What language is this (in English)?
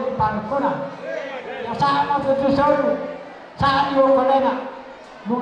Batak Toba